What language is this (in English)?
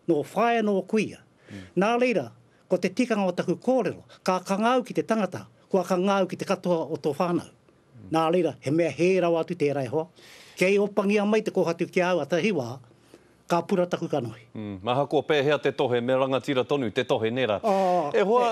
Māori